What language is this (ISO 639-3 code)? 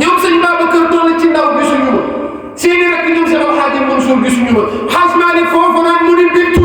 wol